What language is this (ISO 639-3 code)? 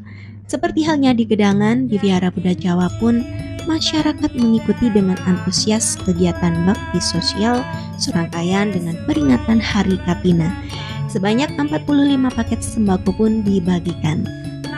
ind